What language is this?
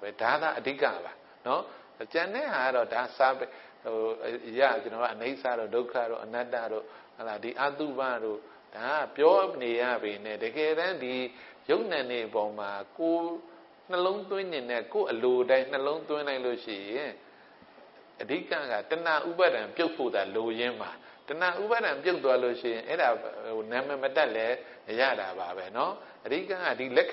Burmese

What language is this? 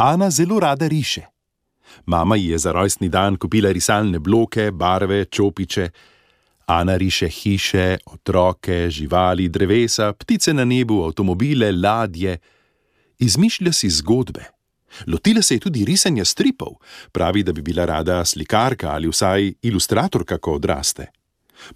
Slovenian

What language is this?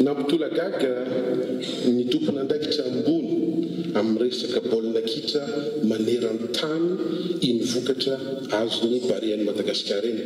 Malagasy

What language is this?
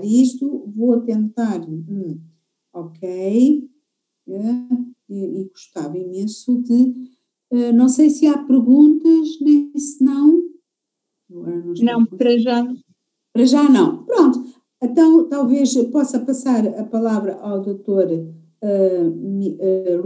Portuguese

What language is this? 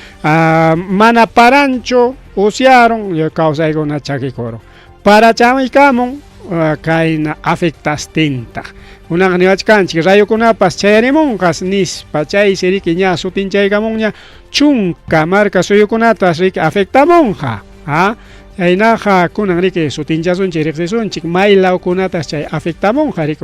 Ayacucho Quechua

